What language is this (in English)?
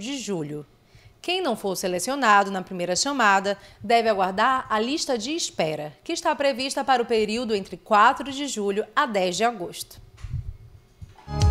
Portuguese